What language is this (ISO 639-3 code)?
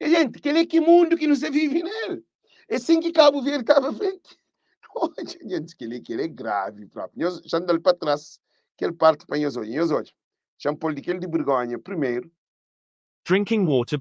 kea